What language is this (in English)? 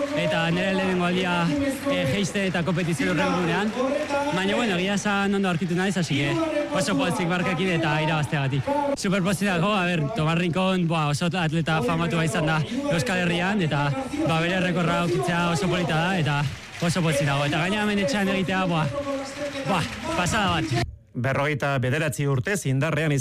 Basque